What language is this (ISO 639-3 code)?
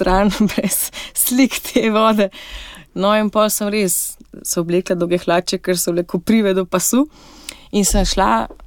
slv